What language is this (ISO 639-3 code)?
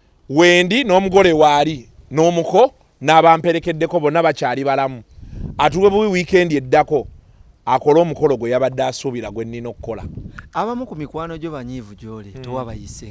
lug